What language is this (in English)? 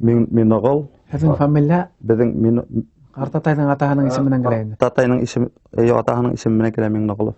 Bashkir